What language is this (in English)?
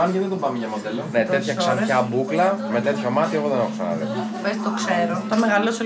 Greek